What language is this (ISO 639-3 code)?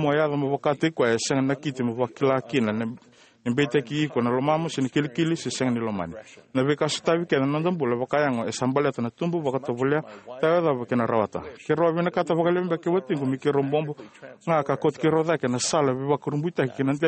fij